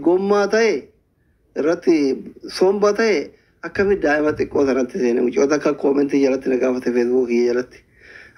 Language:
Oromo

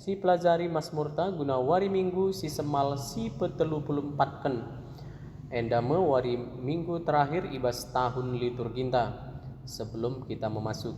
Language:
Batak Karo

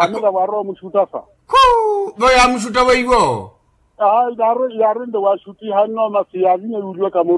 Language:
Makhuwa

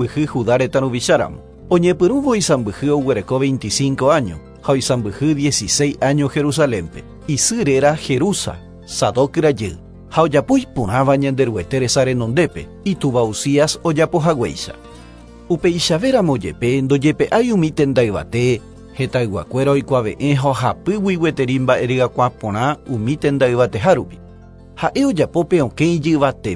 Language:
Guarani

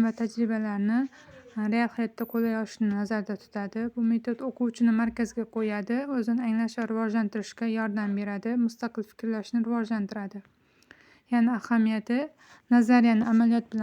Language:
Uzbek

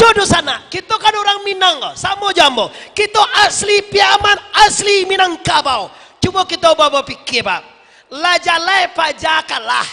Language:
Minangkabau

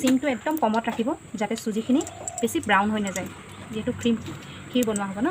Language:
Assamese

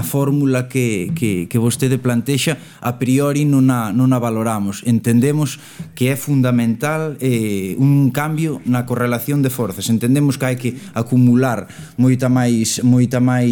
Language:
Galician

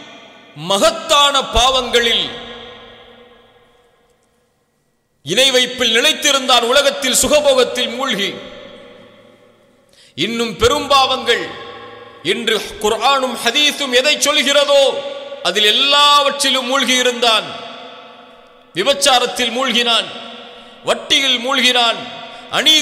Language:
Tamil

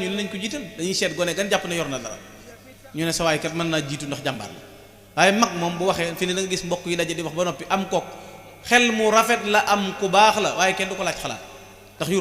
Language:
Wolof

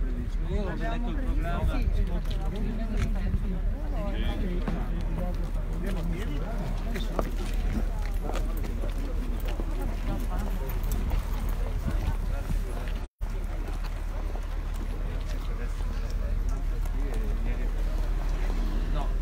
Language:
Italian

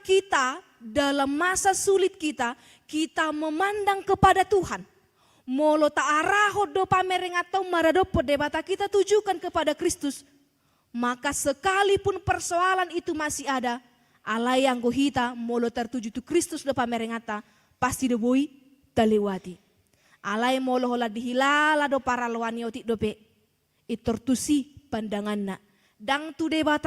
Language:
Batak Toba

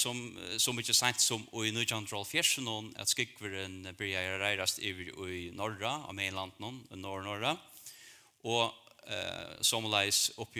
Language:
Faroese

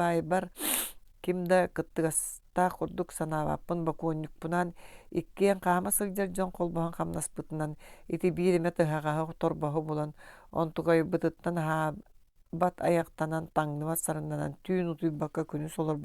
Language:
Yakut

